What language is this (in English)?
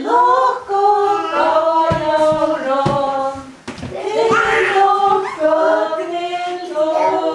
Faroese